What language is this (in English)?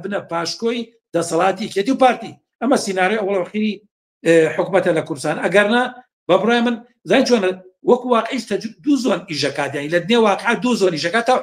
Central Kurdish